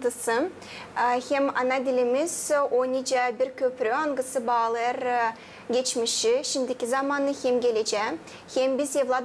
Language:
Gagauz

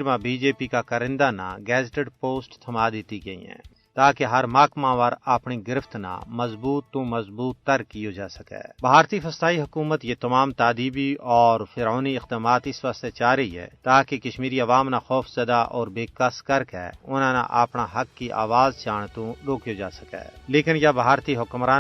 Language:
Gujari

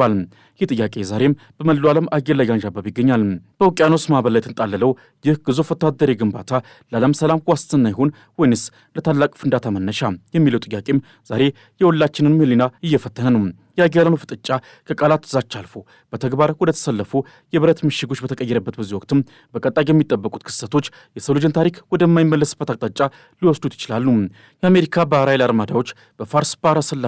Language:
Amharic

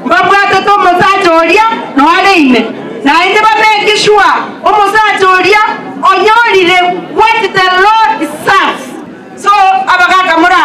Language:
Gusii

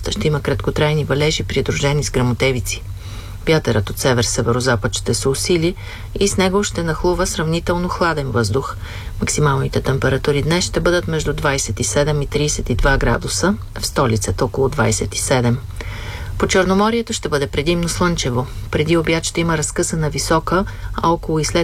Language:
Bulgarian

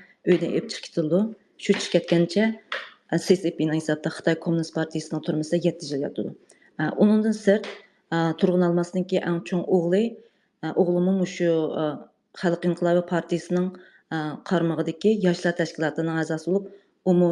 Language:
Uyghur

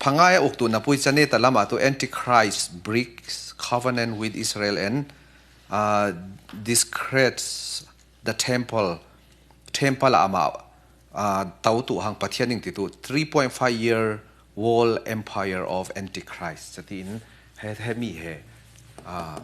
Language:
Falam Chin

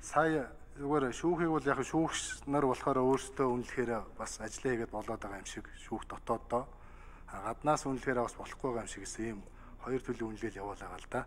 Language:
Mongolian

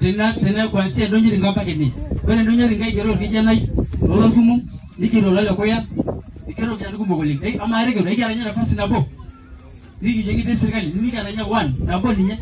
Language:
Masai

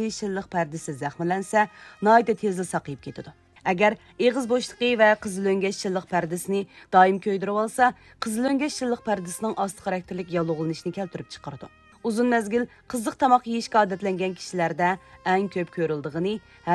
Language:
Uyghur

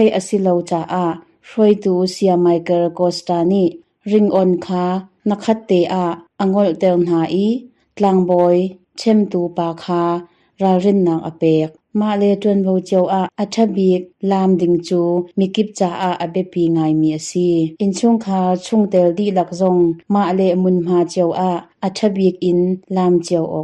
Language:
Hakha Chin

